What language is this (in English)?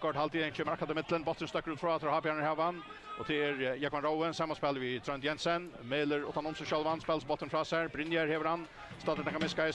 Faroese